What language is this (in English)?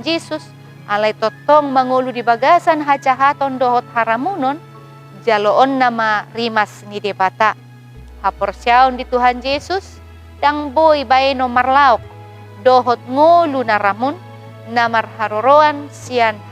Batak Toba